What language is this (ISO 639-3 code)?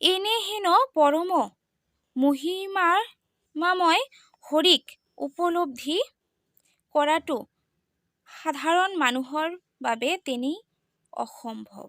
asm